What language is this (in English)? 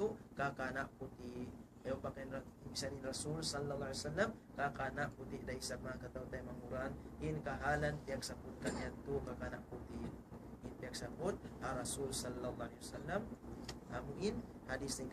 Tausug